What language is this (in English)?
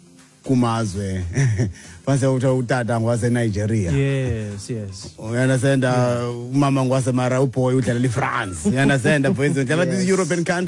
Xhosa